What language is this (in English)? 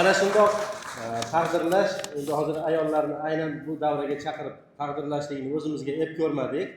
Uzbek